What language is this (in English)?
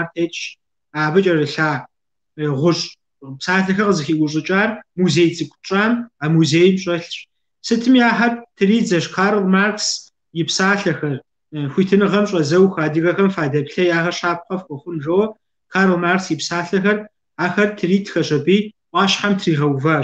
Kabardian